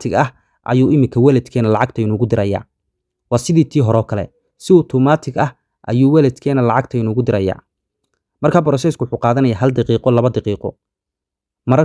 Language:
Somali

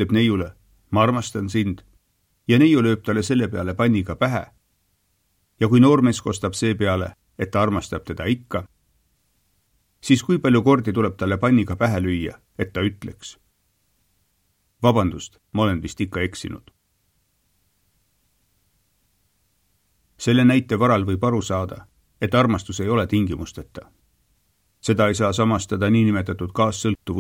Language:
Estonian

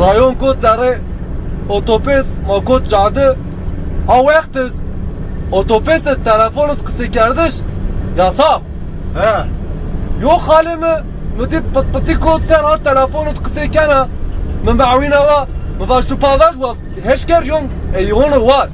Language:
Zaza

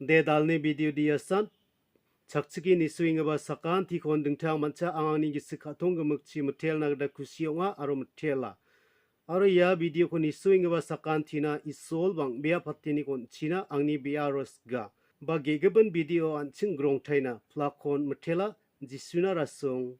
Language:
Garo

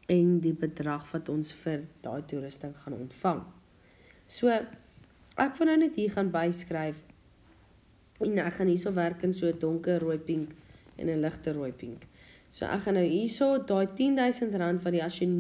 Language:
Afrikaans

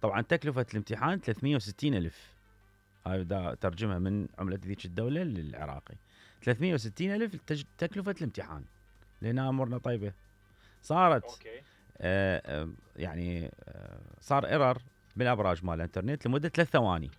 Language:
Mesopotamian Arabic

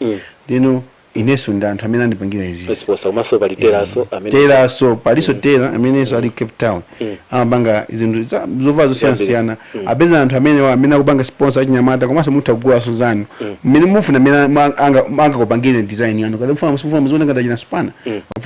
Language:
Nyanja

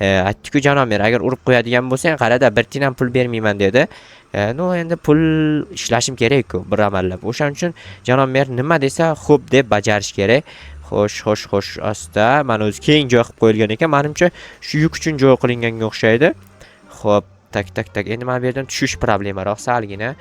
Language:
Uzbek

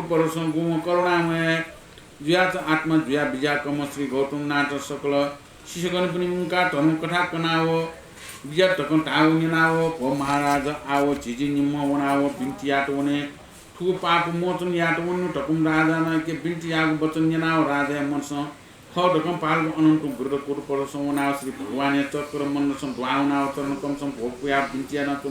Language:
Newari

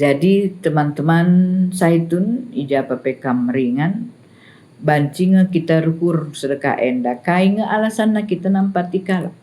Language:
Batak Karo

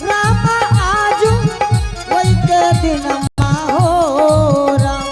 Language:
Angika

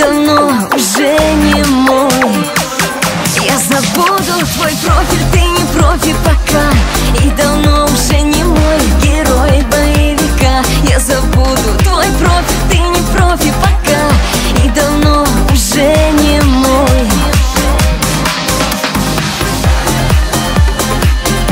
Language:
Russian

